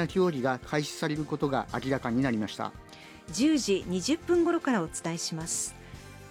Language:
Japanese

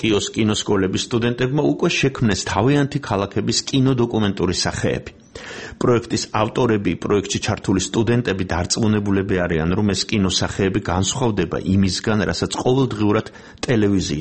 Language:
Georgian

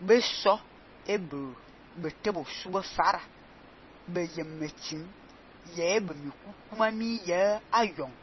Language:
Fang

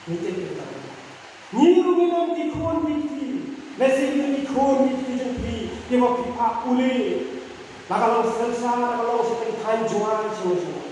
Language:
Khasi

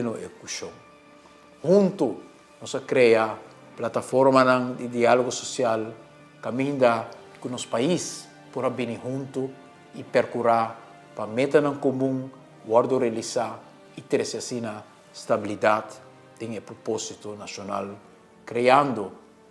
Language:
Papiamento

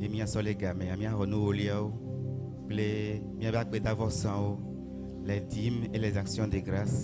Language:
Ewe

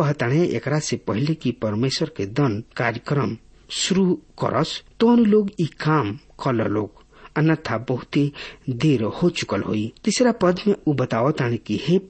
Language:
Bhojpuri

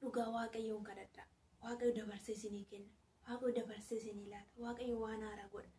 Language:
Oromo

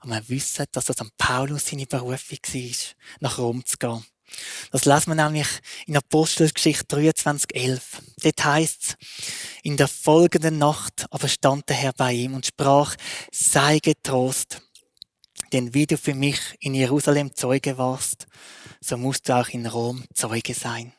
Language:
Swiss German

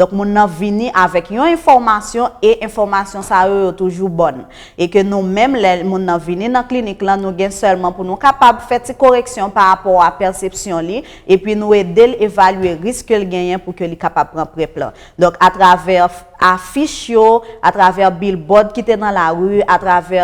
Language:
Haitian Creole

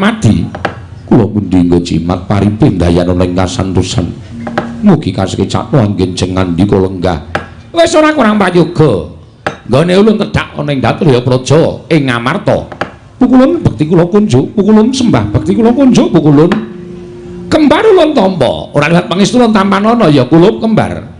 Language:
Javanese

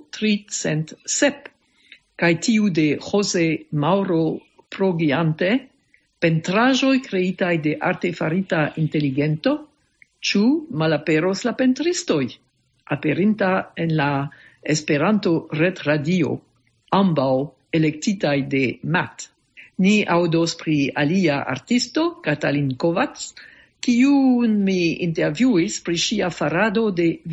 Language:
Esperanto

